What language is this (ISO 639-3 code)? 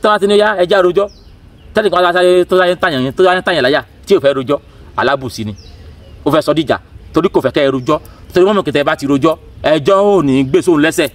yor